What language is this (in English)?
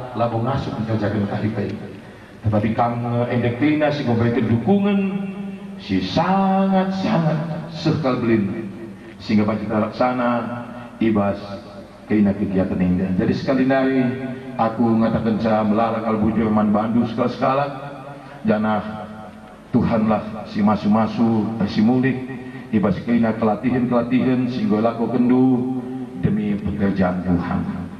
Batak Karo